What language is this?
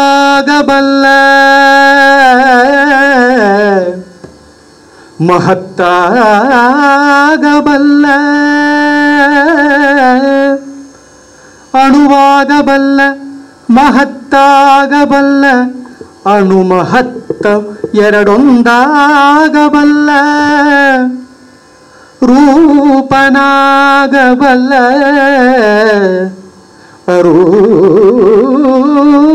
Kannada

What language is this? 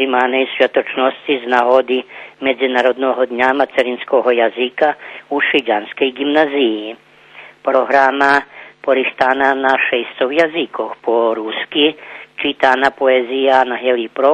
Rusyn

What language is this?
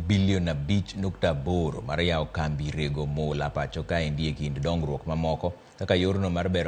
Luo (Kenya and Tanzania)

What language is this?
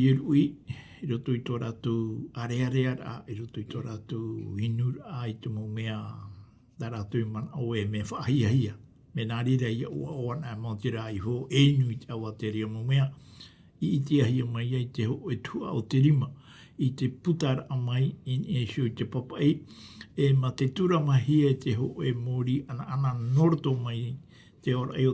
Tahitian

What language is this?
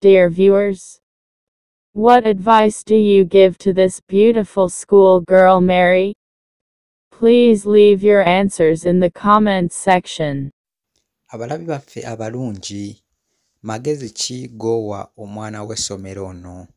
Ganda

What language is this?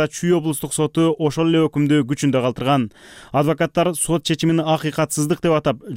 Kyrgyz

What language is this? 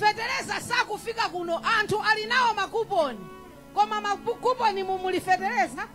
Nyanja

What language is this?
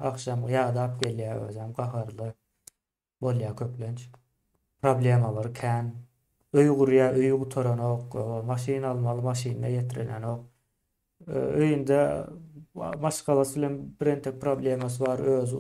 Turkmen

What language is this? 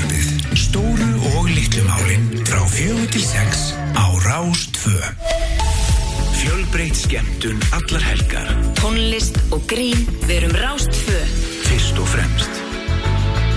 Icelandic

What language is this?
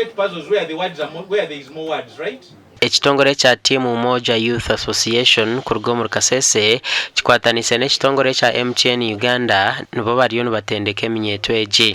Nyankole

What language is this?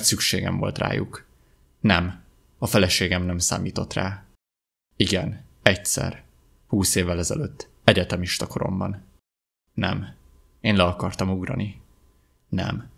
Hungarian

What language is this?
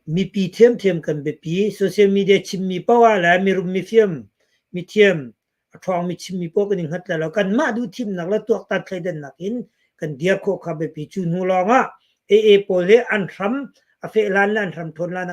Hakha Chin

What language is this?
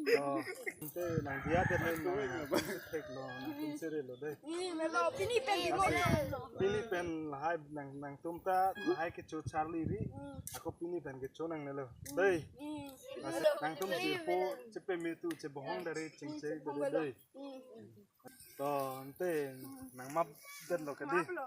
Karbi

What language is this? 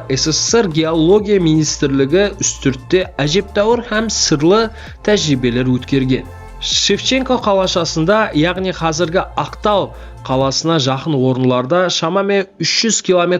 Kara-Kalpak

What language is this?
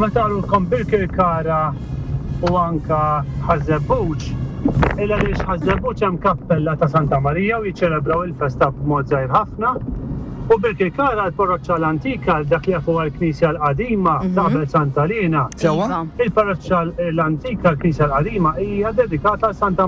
Maltese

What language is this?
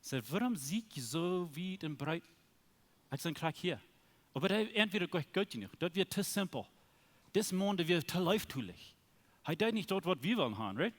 Plautdietsch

